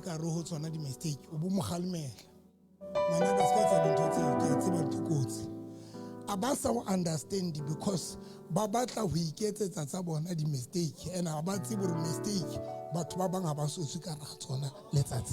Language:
Southern Sotho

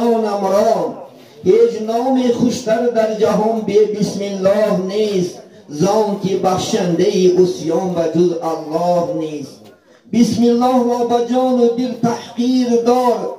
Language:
Tajik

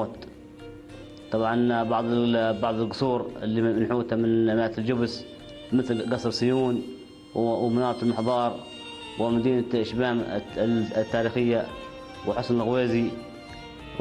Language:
Arabic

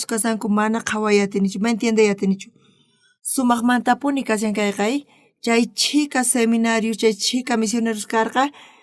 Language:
South Bolivian Quechua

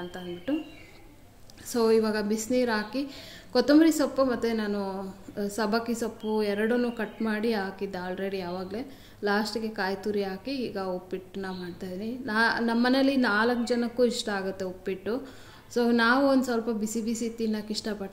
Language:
Kannada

